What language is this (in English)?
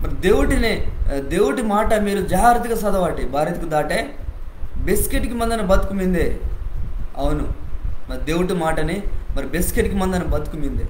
Koya